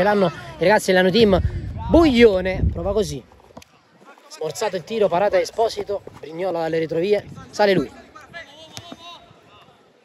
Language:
Italian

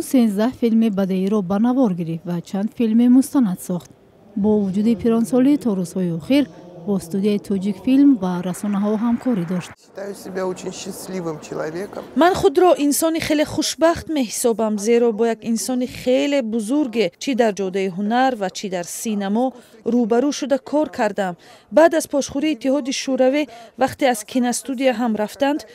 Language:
Tajik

